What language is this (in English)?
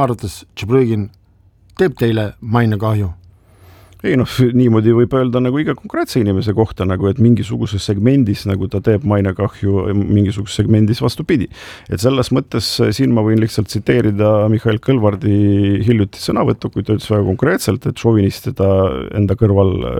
Estonian